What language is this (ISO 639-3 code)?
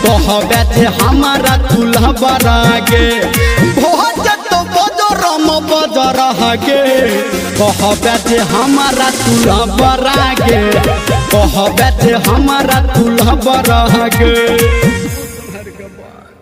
bho